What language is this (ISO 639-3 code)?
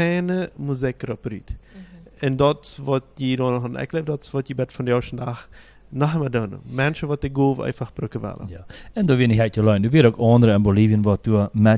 pdt